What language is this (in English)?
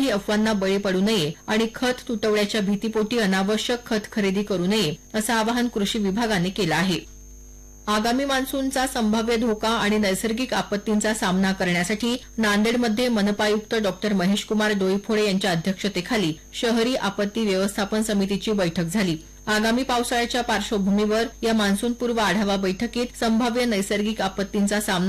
Marathi